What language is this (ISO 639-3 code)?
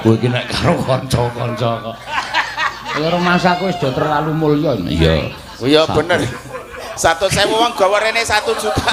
jav